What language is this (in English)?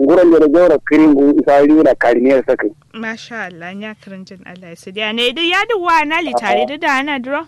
Kanuri